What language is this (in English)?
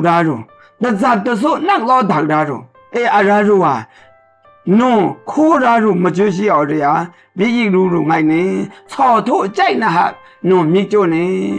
Maru